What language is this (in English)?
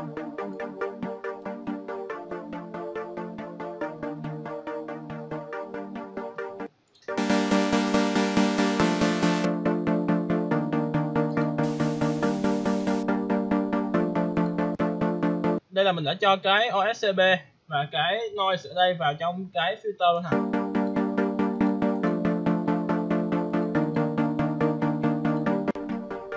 Vietnamese